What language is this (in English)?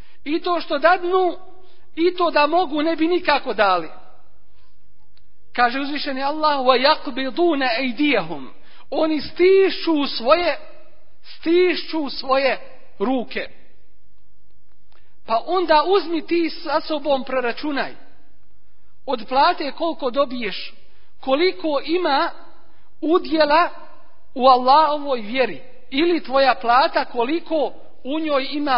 Bosnian